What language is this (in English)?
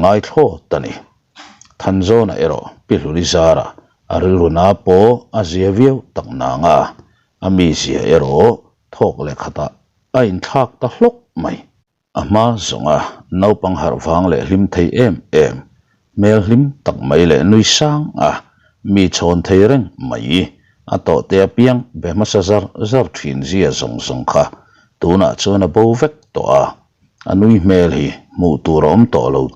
Mizo